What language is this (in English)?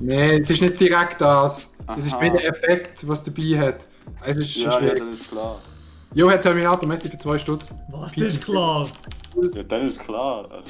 Swiss German